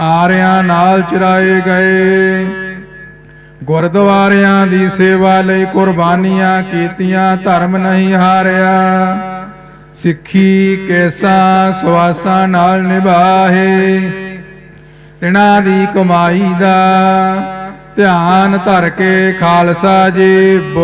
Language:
Punjabi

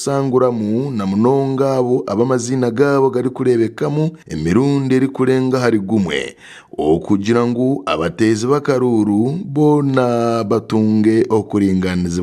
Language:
Nyankole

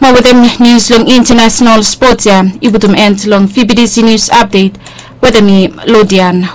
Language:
Bislama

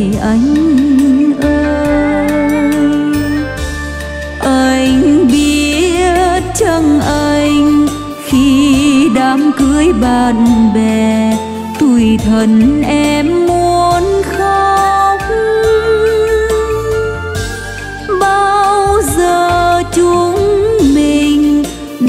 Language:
Vietnamese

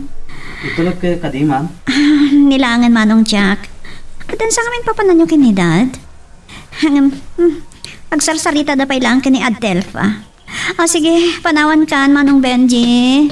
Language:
Iloko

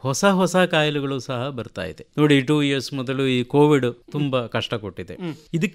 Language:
Kannada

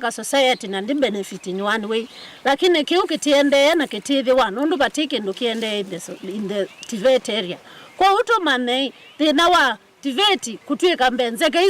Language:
Kamba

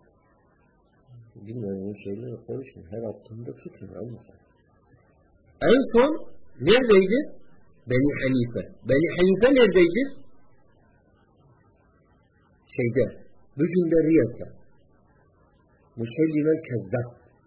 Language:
Turkish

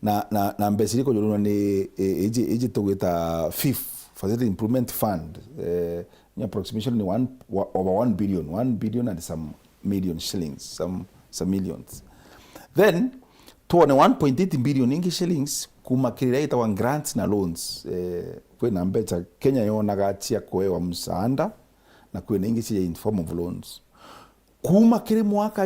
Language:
Meru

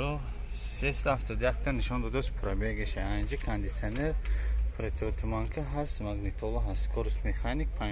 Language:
Tajik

